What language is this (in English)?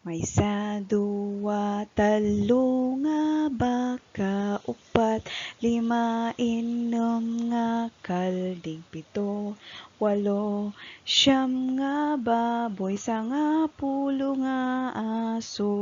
Iloko